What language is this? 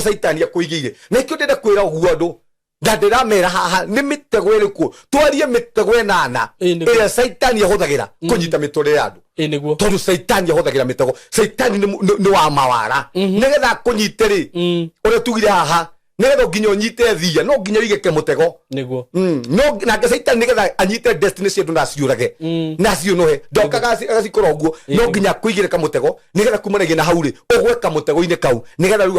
Kikuyu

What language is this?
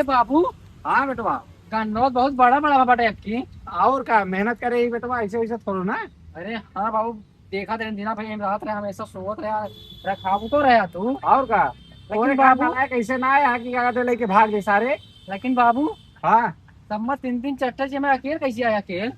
Awadhi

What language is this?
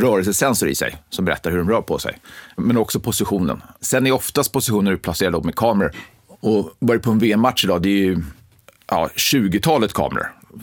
Swedish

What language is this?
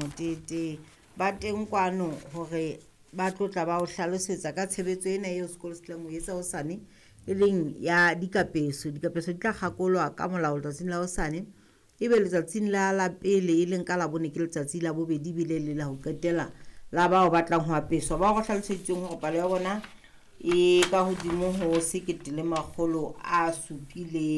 Southern Sotho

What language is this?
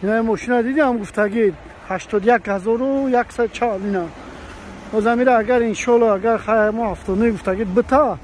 Tajik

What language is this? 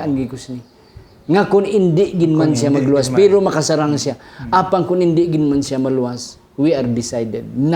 Hiligaynon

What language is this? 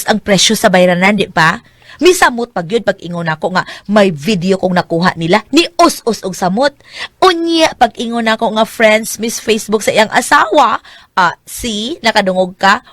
Cebuano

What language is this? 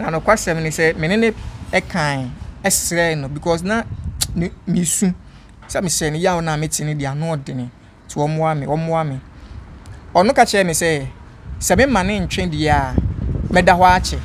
Akan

